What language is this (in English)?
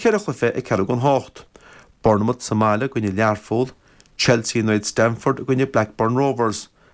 Irish